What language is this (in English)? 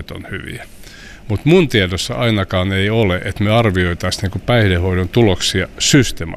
Finnish